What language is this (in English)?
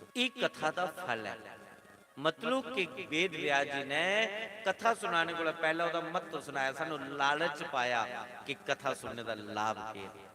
Dogri